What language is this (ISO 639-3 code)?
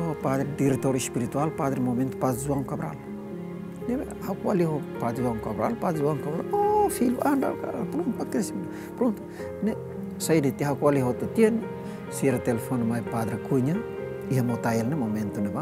tet